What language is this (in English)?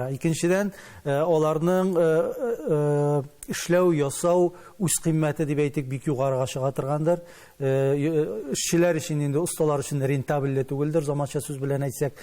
Tatar